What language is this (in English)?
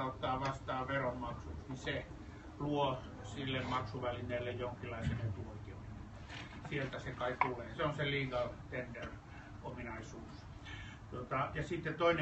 Finnish